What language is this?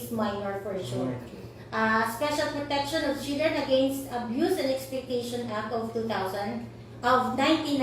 Hiligaynon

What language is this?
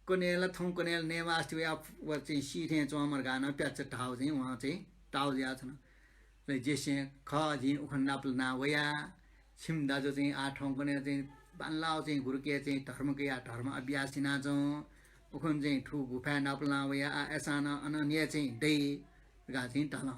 Newari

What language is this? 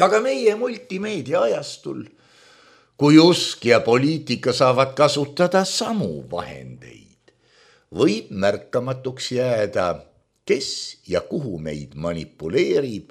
Estonian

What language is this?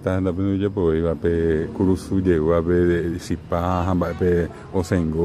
Guarani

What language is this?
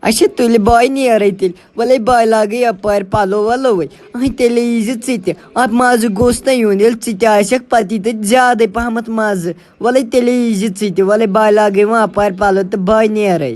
Kashmiri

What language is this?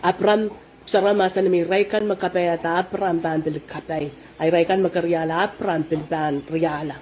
Pohnpeian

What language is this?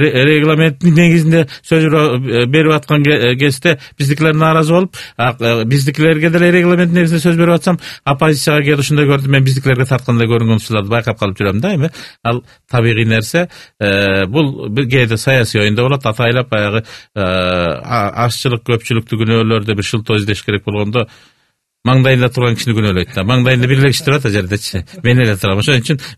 Kyrgyz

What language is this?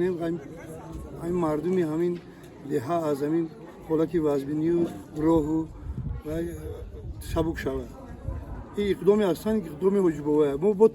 Tajik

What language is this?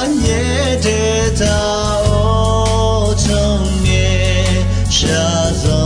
Akha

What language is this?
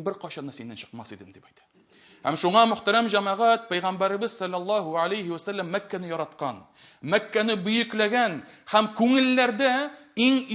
Tatar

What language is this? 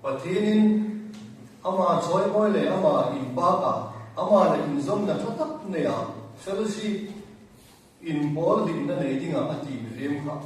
Hmar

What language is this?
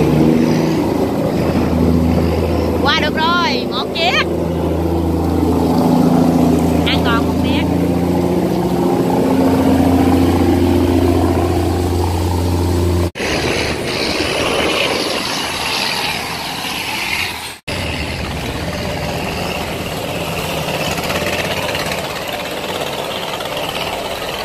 Vietnamese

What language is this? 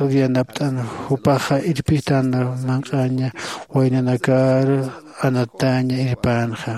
Aymara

